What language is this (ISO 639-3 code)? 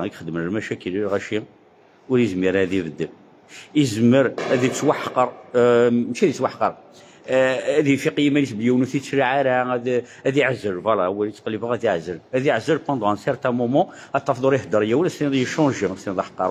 kab